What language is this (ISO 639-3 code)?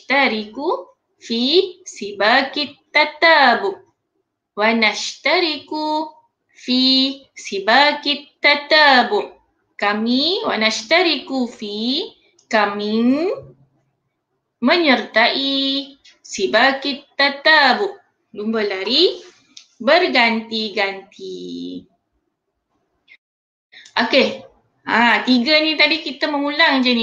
msa